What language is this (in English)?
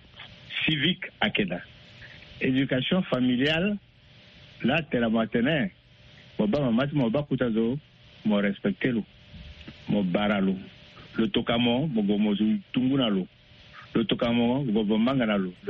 Sango